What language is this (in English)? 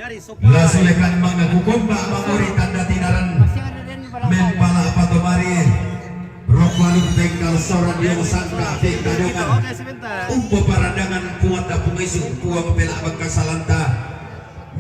Toraja-Sa'dan